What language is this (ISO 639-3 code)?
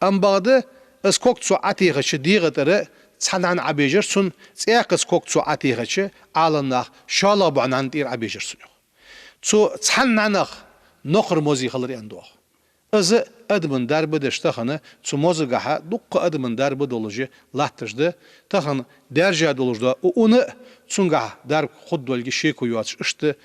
inh